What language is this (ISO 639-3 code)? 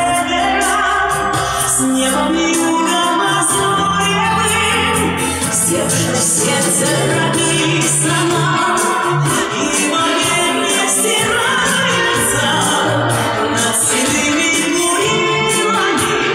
rus